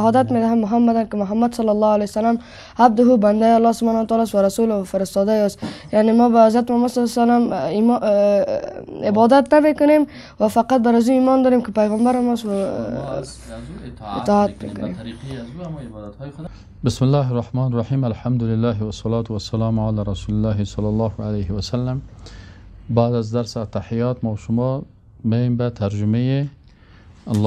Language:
Persian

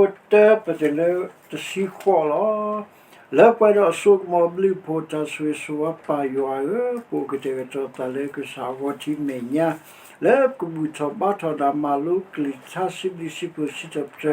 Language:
S'gaw Karen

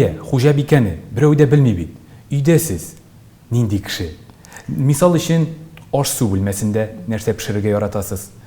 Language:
Tatar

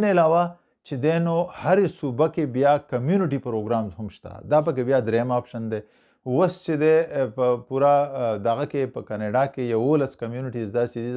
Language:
Pashto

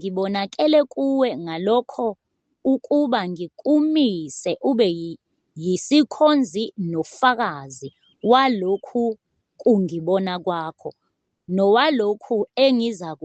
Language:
Zulu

